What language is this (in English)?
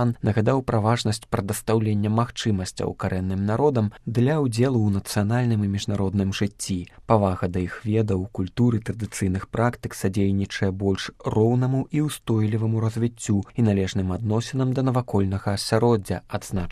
Belarusian